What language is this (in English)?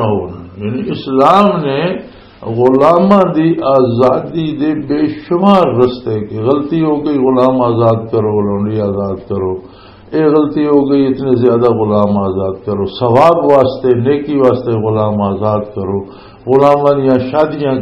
Western Panjabi